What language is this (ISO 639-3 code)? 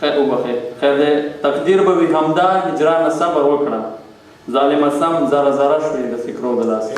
pus